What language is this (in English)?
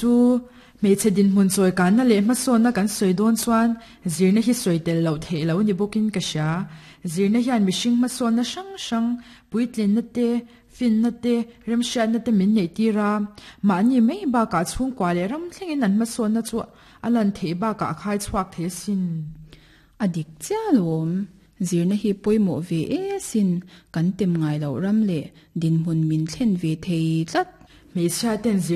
Mizo